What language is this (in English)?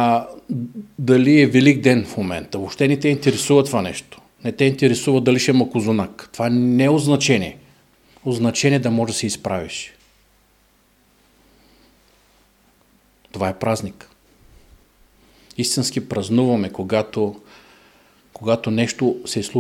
Bulgarian